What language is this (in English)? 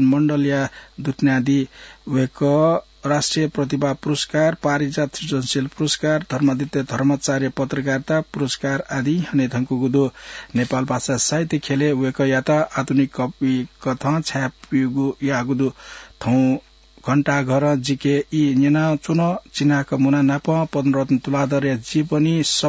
Newari